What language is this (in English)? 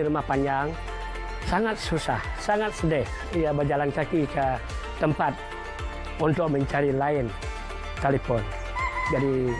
Malay